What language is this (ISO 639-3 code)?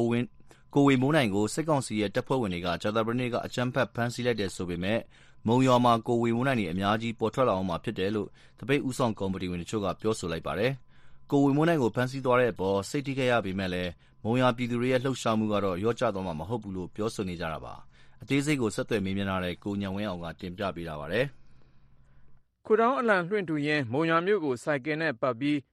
mya